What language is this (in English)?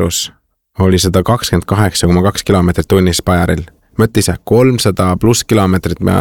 Estonian